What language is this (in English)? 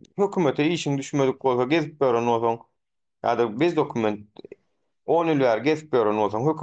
Turkmen